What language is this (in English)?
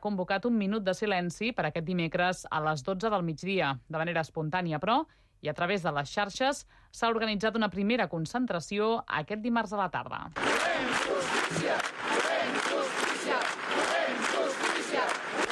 Catalan